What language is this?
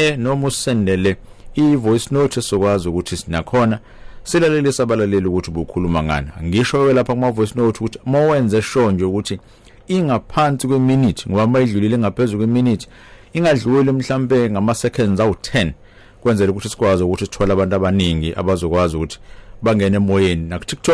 Zulu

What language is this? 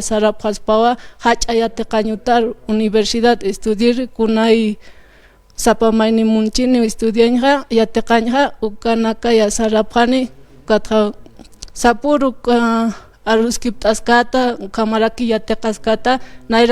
Aymara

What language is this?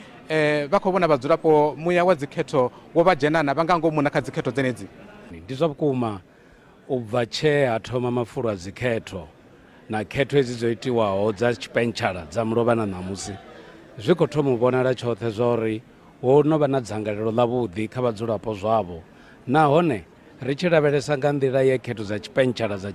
Venda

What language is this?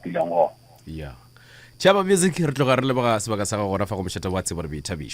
Northern Sotho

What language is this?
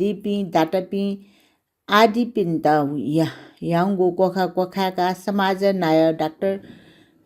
Newari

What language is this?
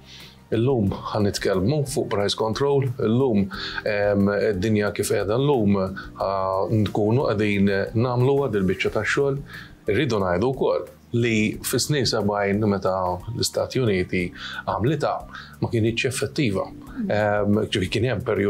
Maltese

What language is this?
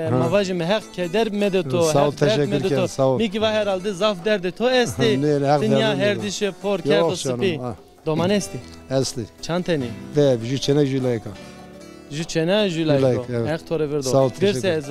Zaza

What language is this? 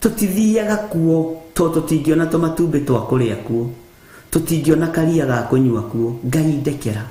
Kikuyu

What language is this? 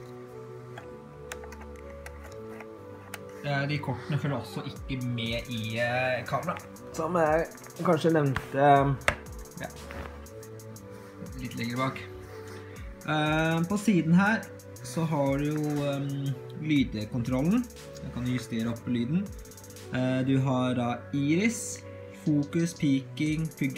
Norwegian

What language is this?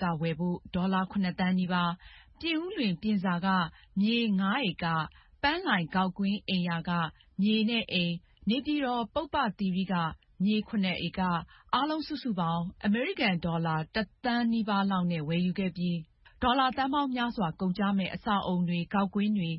Burmese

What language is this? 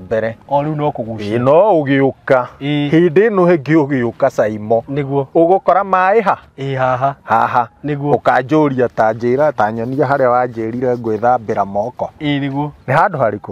Kikuyu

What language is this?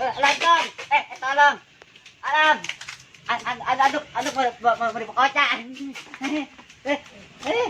Betawi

